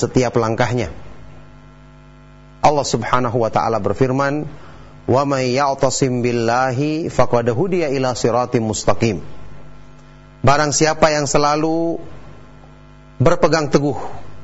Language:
Indonesian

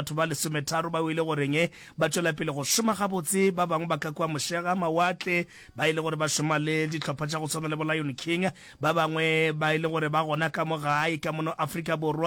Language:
Northern Sotho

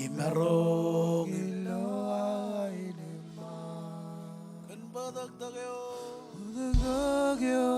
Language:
Marshallese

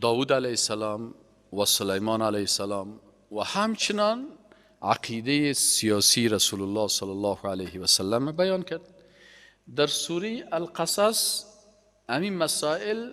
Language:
Persian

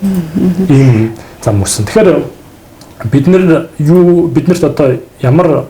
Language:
Mongolian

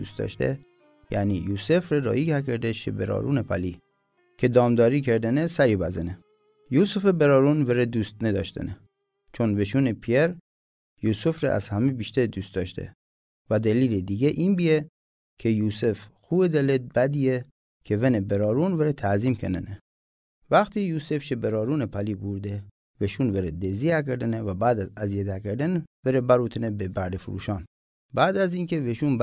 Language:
Mazanderani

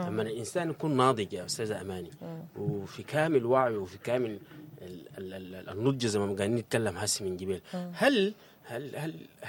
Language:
Sudanese Arabic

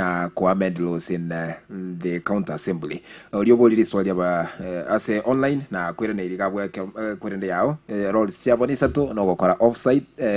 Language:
Gusii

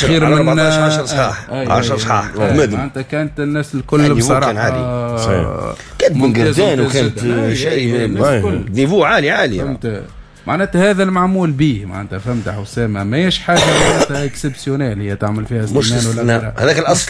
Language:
Tunisian Arabic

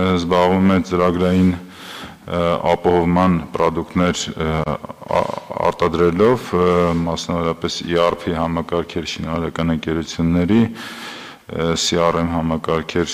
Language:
Armenian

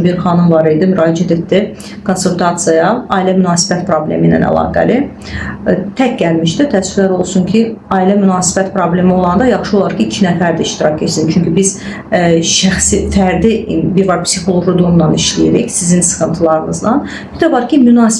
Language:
Azerbaijani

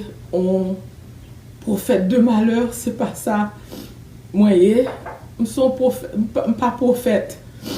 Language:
Haitian Creole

